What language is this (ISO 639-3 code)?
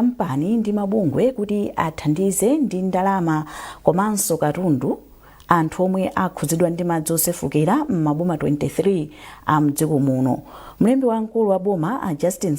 nya